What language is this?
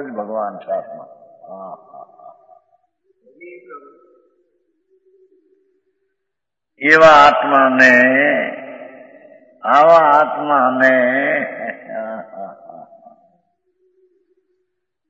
Gujarati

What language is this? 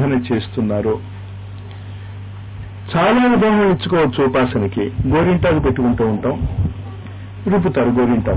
Telugu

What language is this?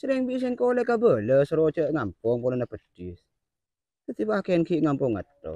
Madurese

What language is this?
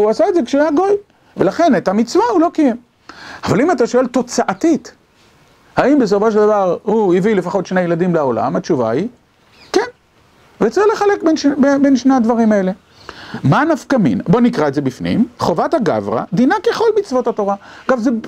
Hebrew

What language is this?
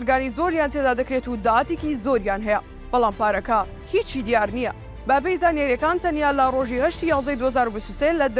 Central Kurdish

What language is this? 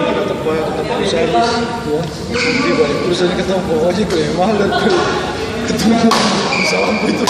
Ambonese Malay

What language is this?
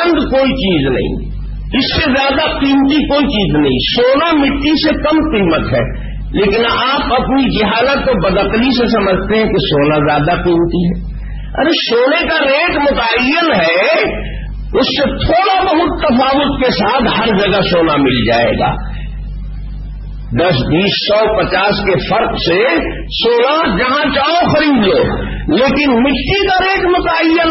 Urdu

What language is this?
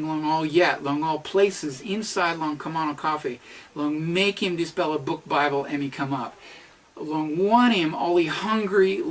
Tok Pisin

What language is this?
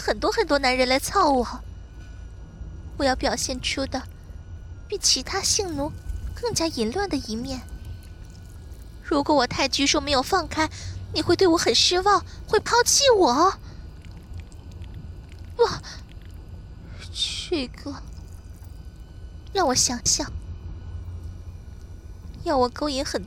Chinese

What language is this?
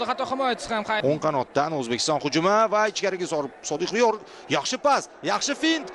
Uzbek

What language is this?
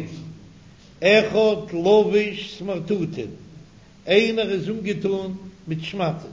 Yiddish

